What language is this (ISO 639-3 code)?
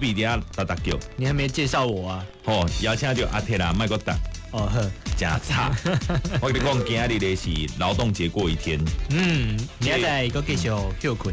nan